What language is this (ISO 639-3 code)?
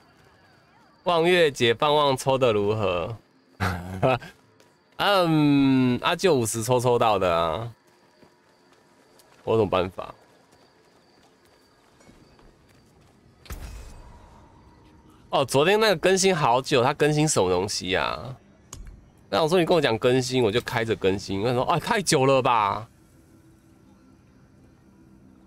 zho